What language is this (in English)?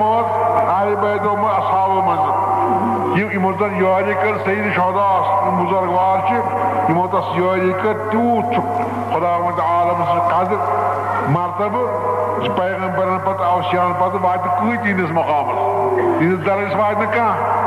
Kashmiri